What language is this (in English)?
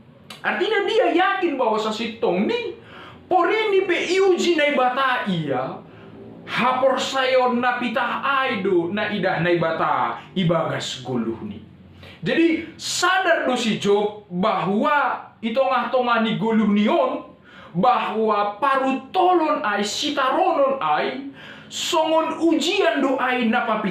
Batak Simalungun